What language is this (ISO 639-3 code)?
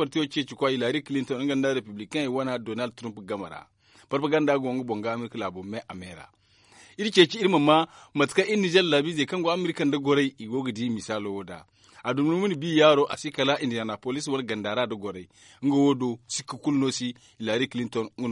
dje